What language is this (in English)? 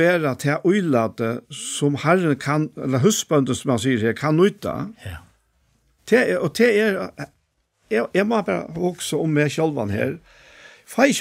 Faroese